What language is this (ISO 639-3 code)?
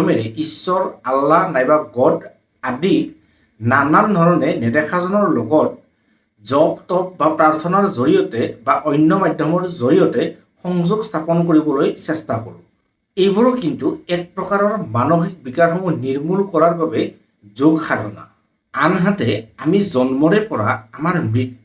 asm